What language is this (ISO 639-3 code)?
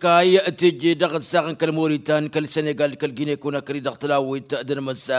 taq